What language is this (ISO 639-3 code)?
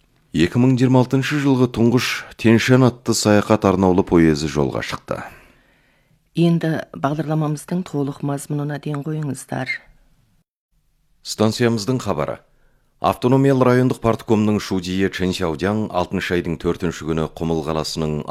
kaz